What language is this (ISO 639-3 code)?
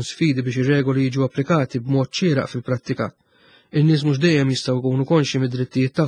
mlt